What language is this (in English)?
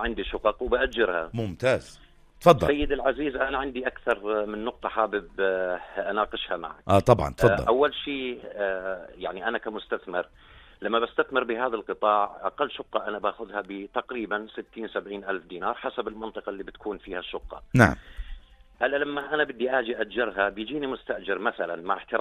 North Levantine Arabic